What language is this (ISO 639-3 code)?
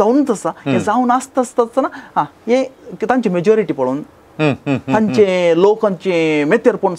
kok